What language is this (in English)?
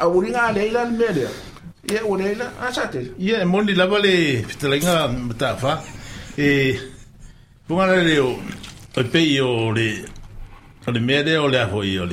Samoan